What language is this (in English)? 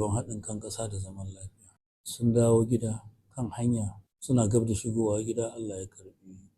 Hausa